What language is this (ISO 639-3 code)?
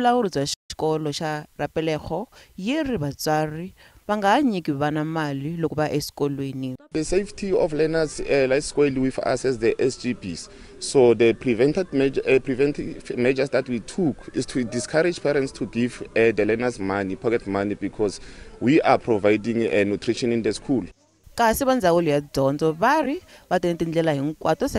tso